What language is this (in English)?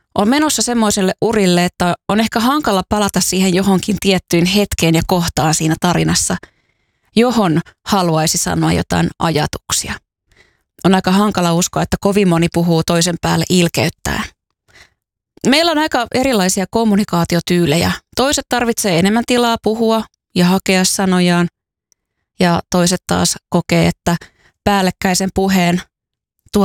Finnish